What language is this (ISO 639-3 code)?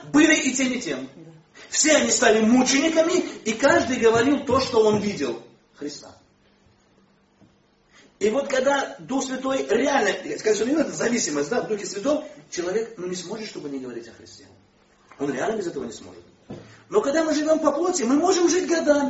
rus